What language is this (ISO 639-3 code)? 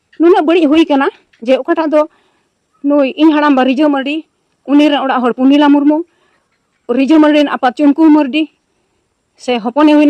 sat